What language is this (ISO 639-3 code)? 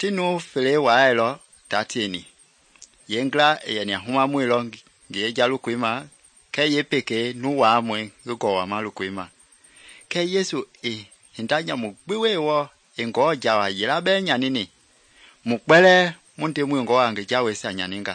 men